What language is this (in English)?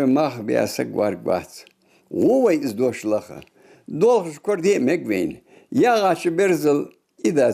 Ingush